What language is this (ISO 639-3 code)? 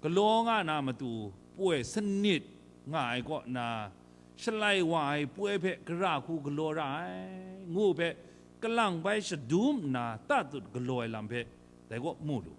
kac